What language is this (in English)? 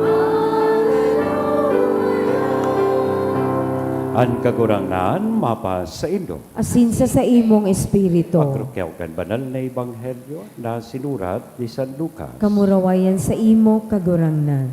Bikol